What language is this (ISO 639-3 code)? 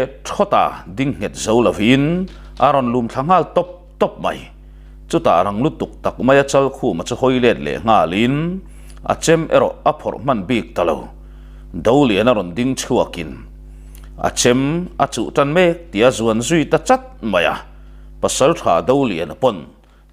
lus